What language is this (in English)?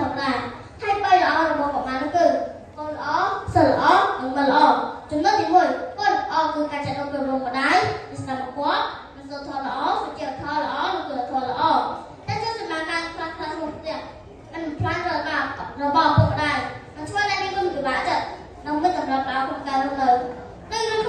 Khmer